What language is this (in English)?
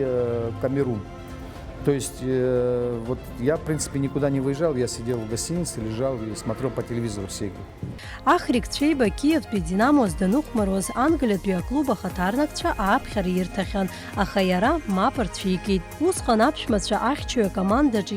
Abkhazian